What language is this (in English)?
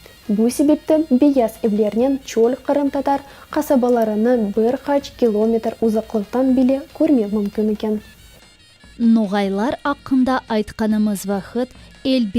Crimean Tatar